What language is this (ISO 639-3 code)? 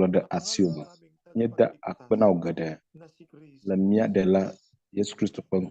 ewe